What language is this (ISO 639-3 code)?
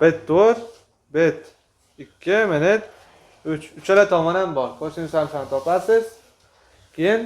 uzb